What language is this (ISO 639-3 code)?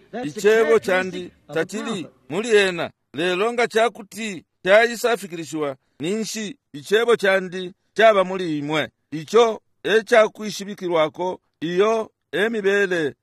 bem